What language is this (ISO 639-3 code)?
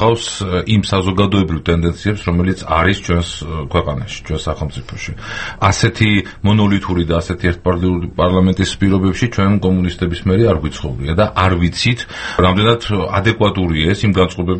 kat